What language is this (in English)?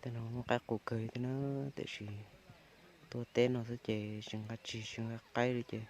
Hmong